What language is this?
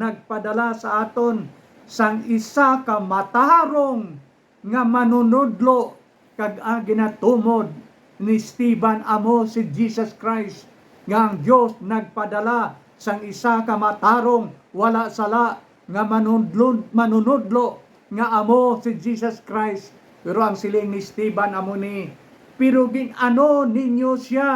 Hiligaynon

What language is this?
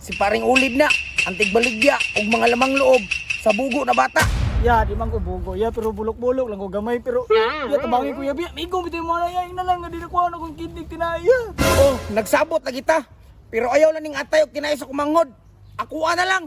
Cebuano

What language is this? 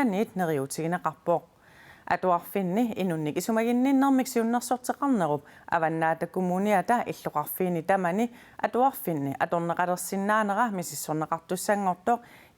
Kalaallisut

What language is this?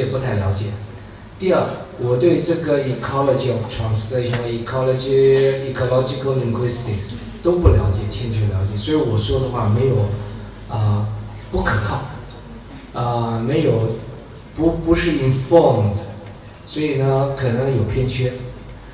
Chinese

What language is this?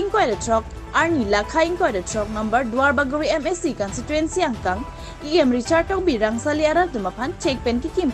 Karbi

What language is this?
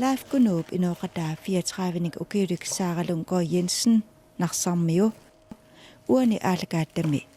Kalaallisut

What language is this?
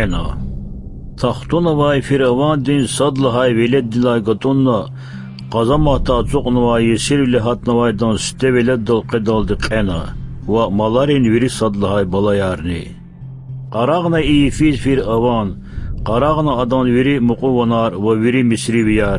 Lezghian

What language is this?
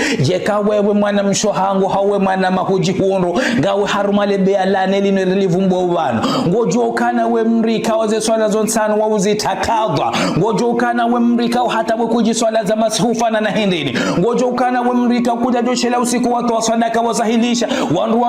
Ngazidja Comorian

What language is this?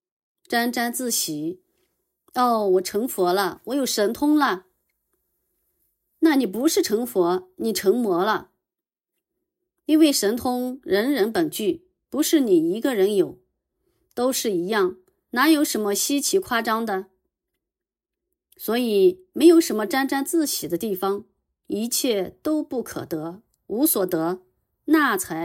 Chinese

